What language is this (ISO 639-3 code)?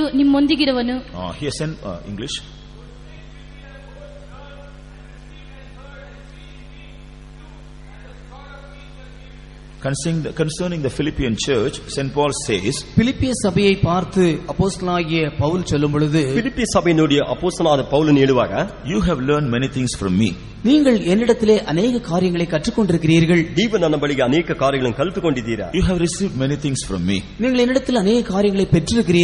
tam